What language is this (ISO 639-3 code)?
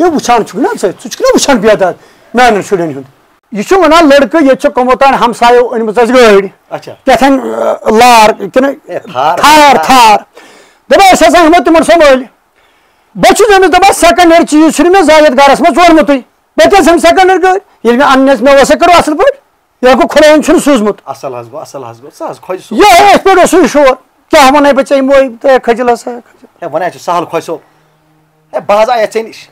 kas